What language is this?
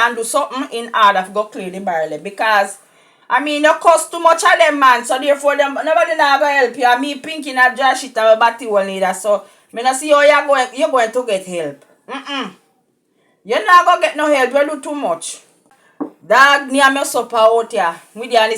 Jamaican Creole English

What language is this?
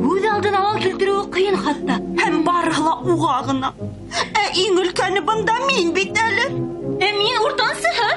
Bashkir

